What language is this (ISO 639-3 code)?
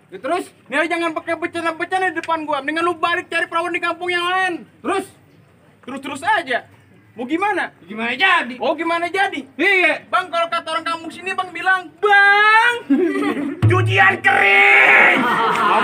bew